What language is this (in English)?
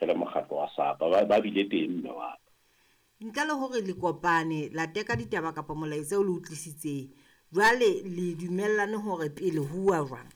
Southern Sotho